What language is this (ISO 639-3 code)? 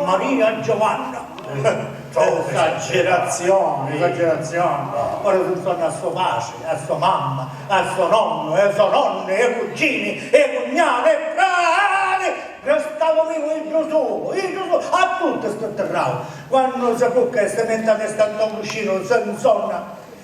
scn